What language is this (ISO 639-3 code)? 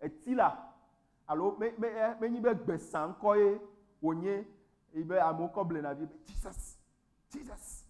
ewe